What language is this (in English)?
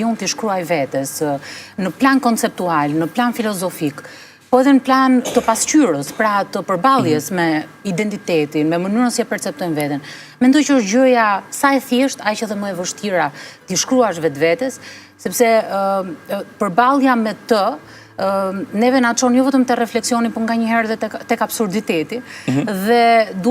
Albanian